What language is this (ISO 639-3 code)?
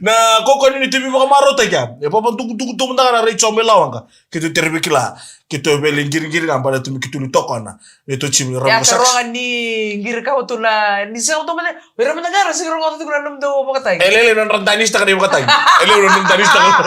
fij